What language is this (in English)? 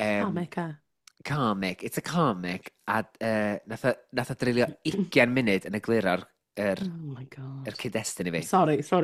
Welsh